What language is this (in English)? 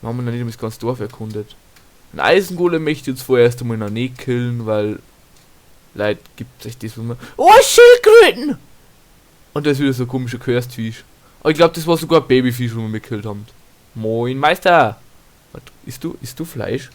Bavarian